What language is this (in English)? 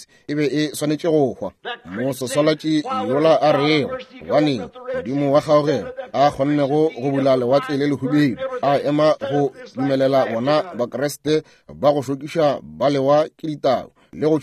Northern Sotho